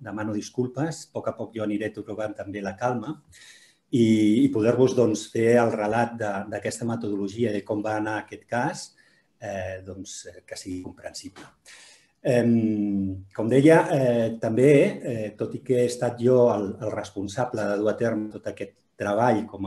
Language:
Catalan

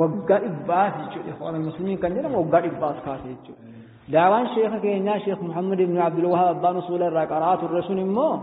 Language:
Oromo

